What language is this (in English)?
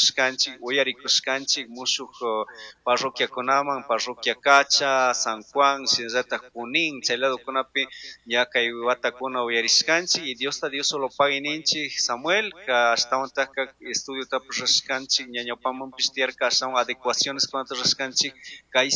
Chimborazo Highland Quichua